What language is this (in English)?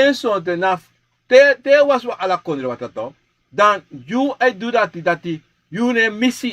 Sranan Tongo